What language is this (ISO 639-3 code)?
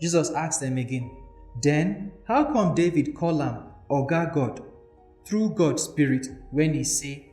pcm